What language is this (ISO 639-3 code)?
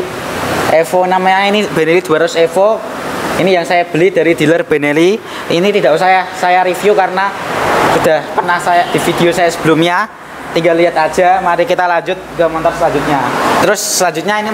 ind